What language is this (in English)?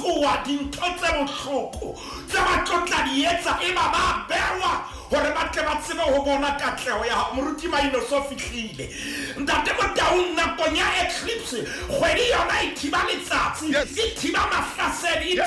Southern Sotho